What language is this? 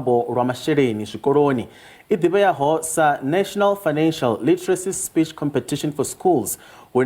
Venda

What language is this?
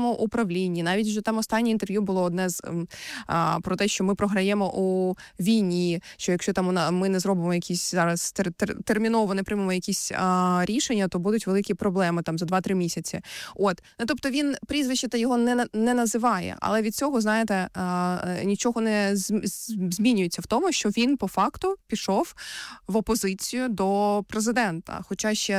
Ukrainian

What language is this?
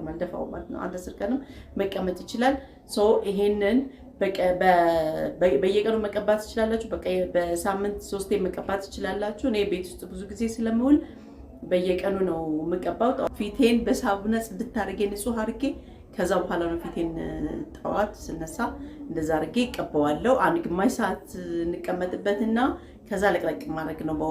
Amharic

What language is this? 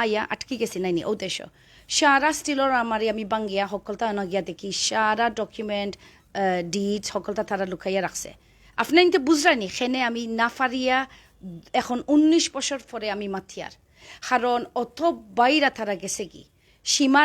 Sylheti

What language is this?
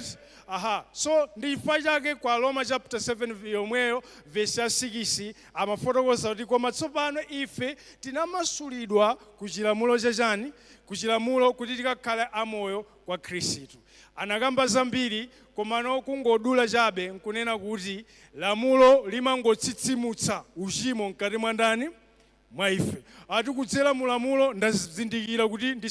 Nyanja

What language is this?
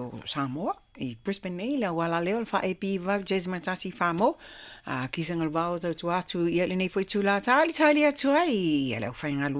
Samoan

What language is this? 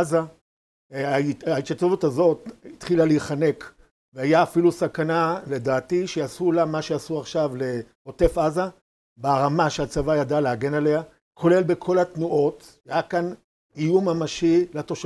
Hebrew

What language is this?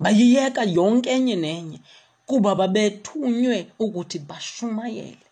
Xhosa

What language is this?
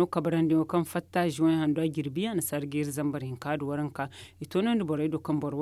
Zarma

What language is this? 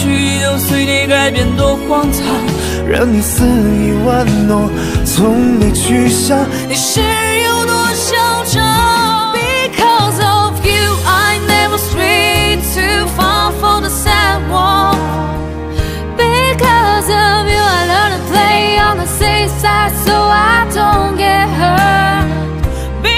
Chinese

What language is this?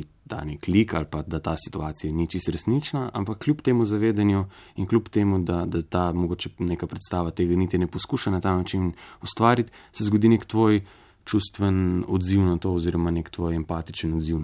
Slovenian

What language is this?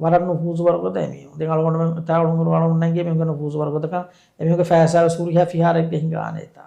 Divehi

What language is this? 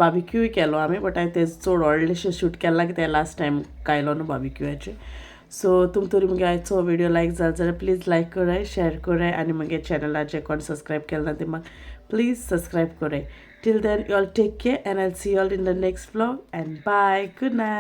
Konkani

